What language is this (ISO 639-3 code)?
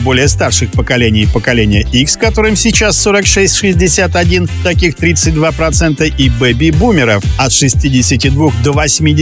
rus